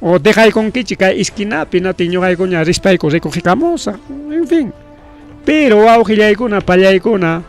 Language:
Ayacucho Quechua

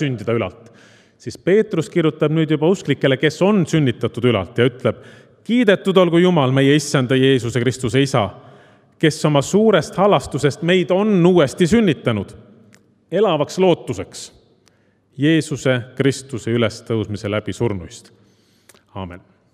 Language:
Estonian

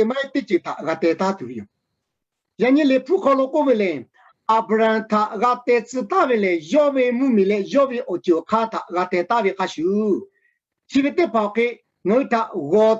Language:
Lahu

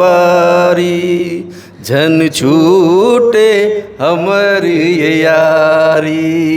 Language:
Chhattisgarhi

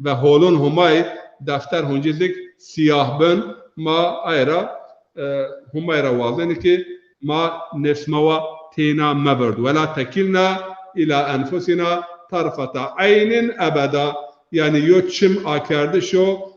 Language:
Zaza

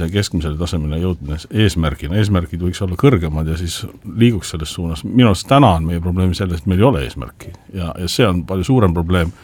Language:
Estonian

